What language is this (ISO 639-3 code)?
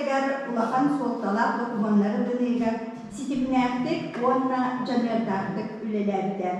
sah